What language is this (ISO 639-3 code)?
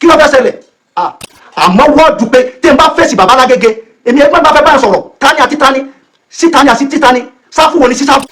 yor